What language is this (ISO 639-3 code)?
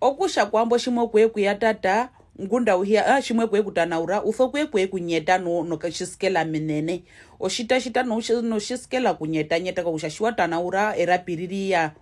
her